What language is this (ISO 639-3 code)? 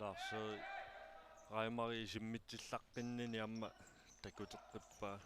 kal